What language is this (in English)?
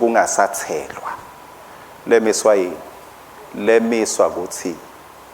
Swati